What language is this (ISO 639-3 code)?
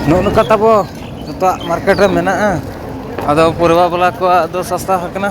sat